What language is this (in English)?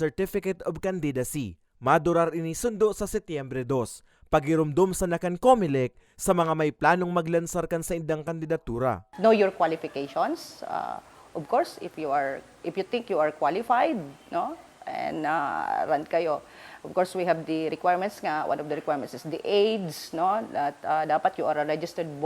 Bikol